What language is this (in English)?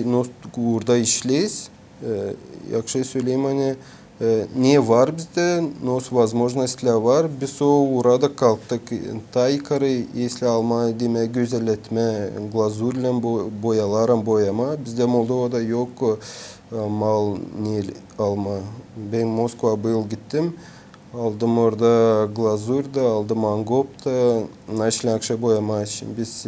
Gagauz